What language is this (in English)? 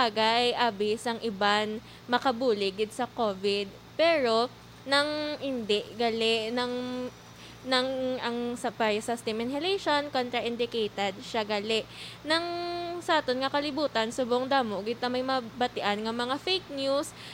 Hiligaynon